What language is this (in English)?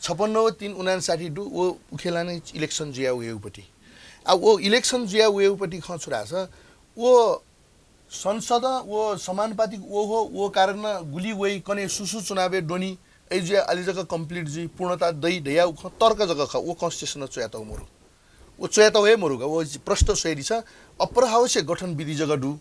Newari